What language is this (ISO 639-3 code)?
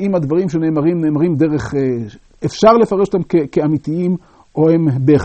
heb